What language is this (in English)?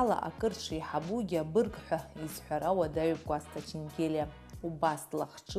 Abkhazian